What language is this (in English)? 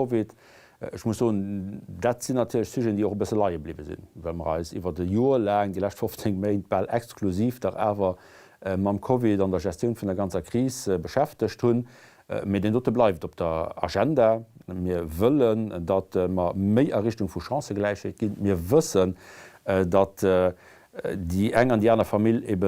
Luxembourgish